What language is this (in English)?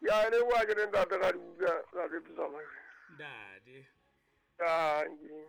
Southern Sotho